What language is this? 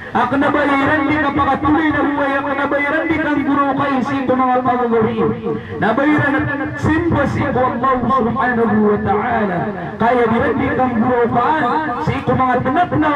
Maranao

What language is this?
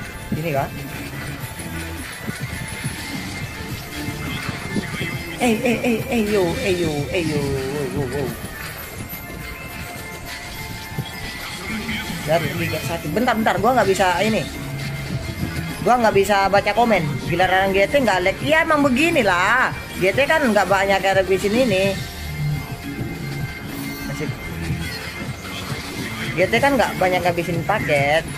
Indonesian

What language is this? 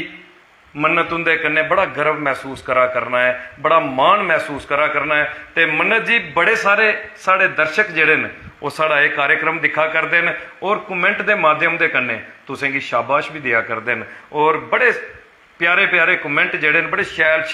Dogri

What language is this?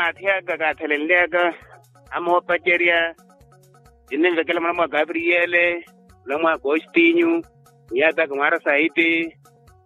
Makhuwa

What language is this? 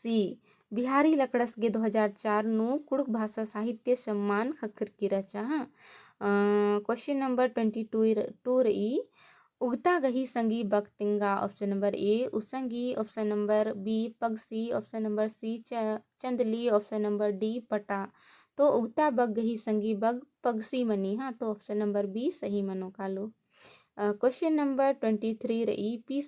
Kurukh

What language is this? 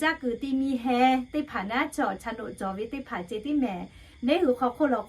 Lahu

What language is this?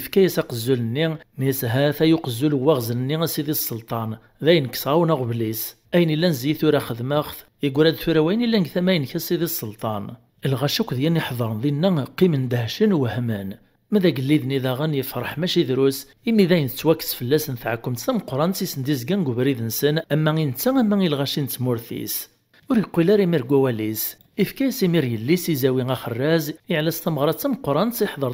Kabyle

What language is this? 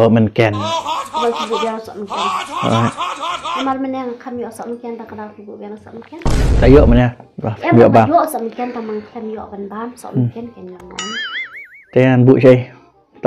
Khasi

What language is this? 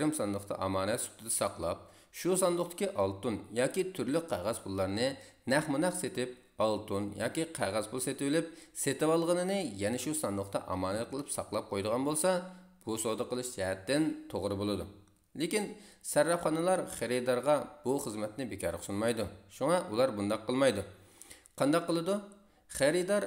Uyghur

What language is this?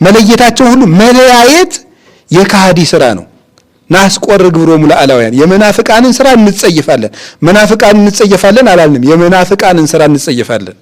Amharic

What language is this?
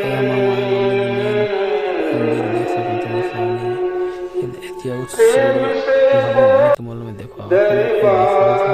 Chhattisgarhi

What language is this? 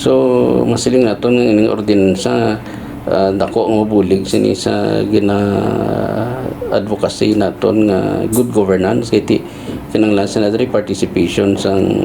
Hiligaynon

